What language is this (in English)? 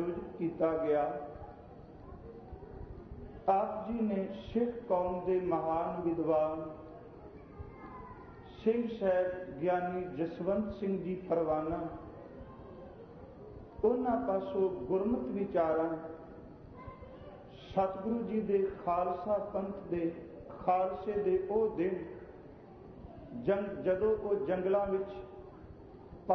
Punjabi